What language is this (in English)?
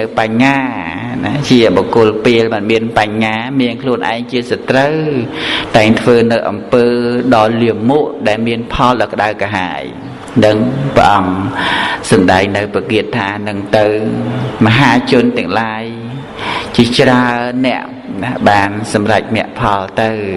Khmer